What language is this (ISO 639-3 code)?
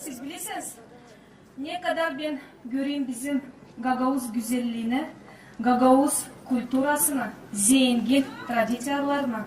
gag